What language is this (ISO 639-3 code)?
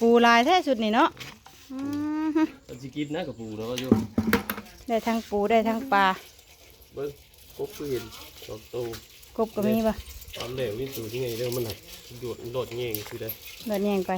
tts